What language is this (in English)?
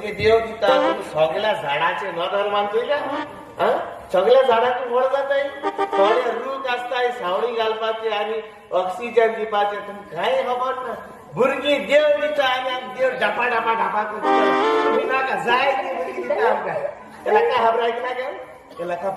Konkani